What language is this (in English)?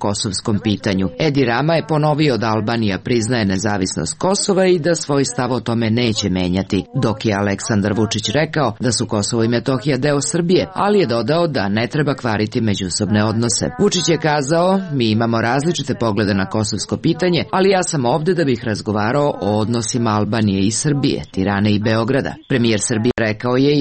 Serbian